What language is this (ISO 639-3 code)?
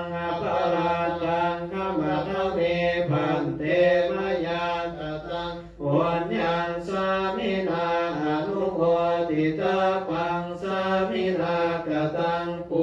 pli